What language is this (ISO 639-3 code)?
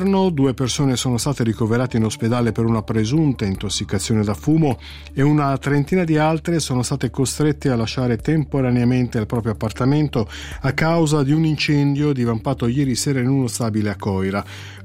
ita